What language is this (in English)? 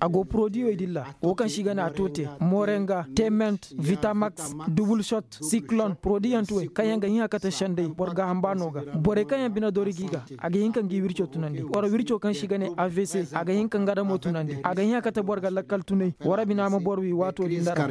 Koyraboro Senni